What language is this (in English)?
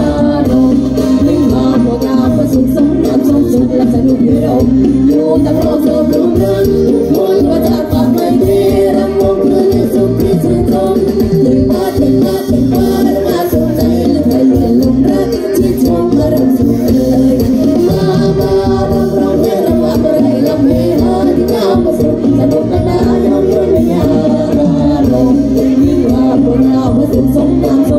Thai